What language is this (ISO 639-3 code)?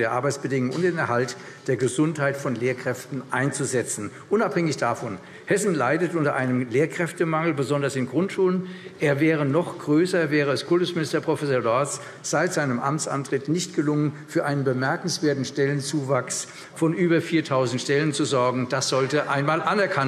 deu